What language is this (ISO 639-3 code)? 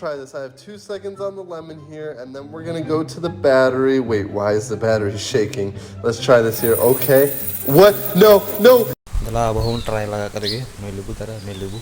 sat